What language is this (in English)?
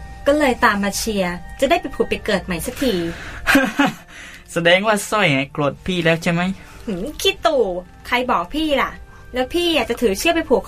Thai